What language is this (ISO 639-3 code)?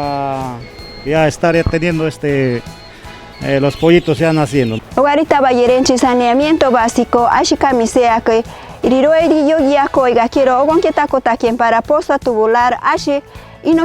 mcb